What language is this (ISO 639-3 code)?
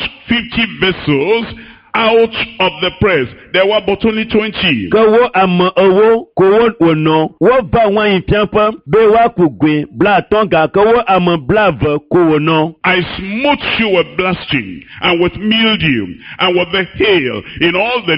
ewe